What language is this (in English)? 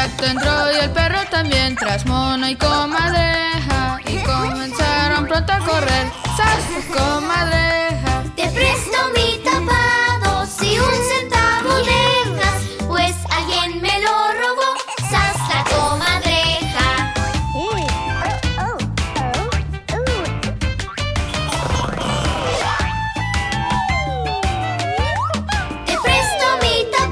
Spanish